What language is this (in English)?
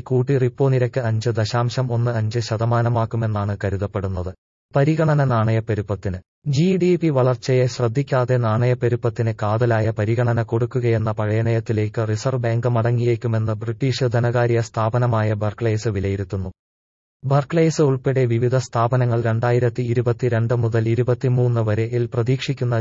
Malayalam